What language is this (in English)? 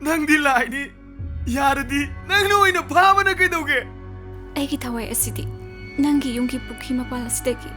Manipuri